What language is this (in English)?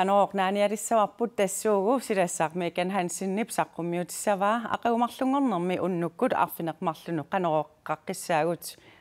Kalaallisut